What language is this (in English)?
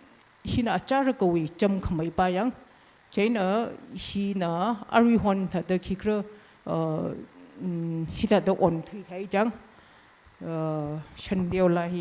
Tangkhul Naga (India)